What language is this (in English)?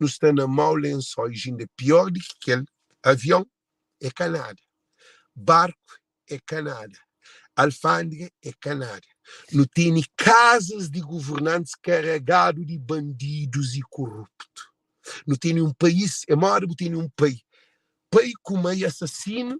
Kabuverdianu